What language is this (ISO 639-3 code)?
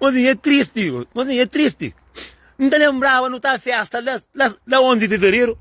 kea